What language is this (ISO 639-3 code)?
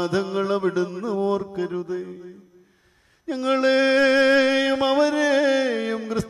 mal